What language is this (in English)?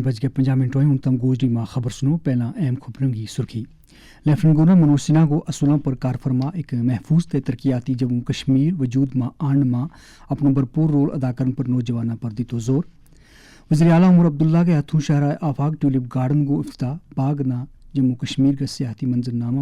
Gujari